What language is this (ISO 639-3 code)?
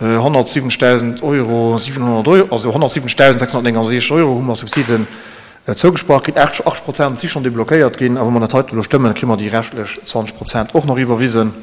ltz